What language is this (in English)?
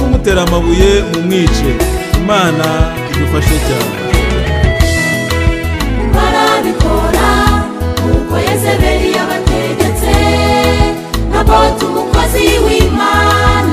Kinyarwanda